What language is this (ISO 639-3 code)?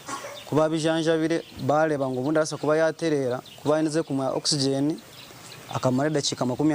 nyn